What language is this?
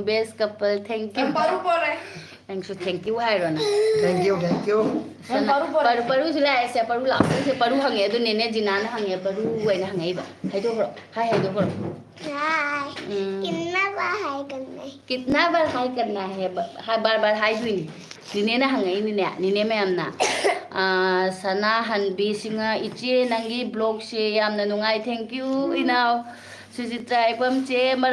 Manipuri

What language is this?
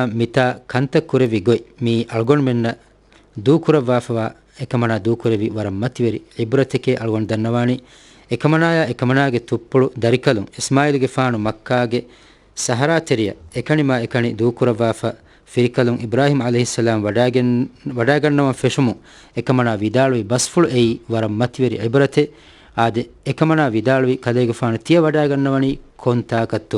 Divehi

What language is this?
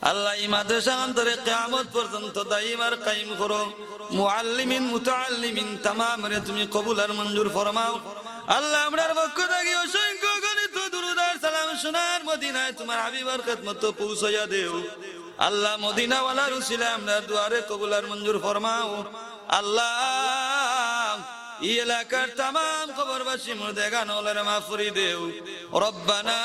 Sylheti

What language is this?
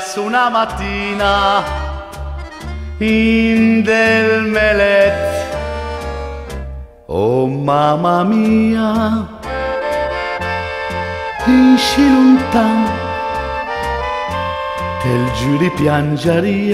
Lombard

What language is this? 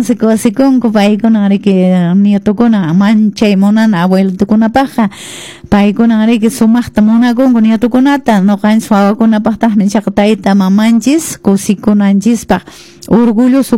Quechua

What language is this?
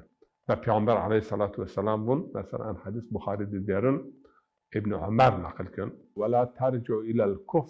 Zaza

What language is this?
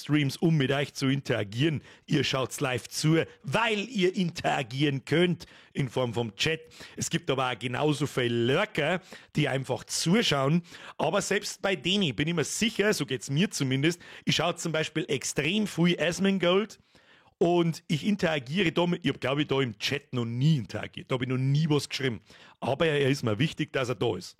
Bavarian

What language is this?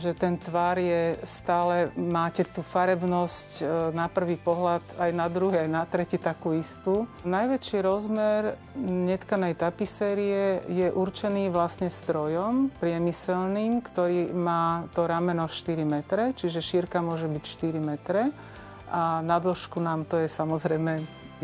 Slovak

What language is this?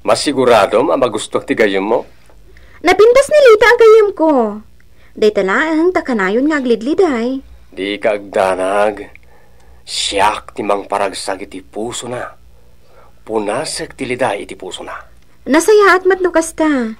Iloko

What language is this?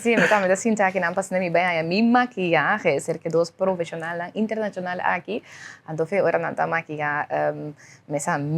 Papiamento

